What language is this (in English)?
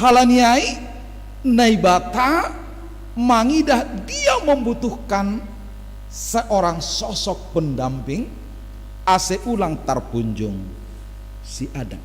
Batak Simalungun